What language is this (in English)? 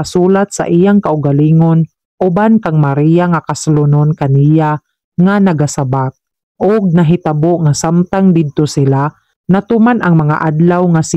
Cebuano